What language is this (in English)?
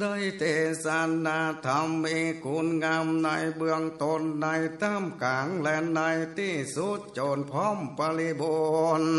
Northern Thai